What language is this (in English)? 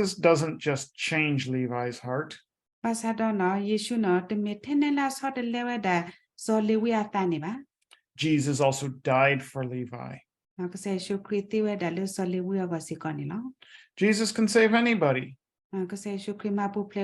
S'gaw Karen